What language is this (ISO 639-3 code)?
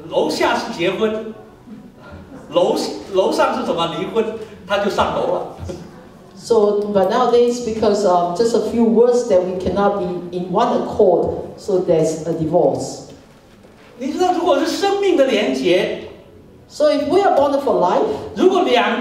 zho